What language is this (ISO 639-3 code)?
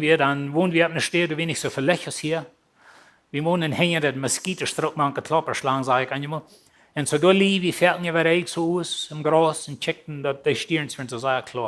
pdt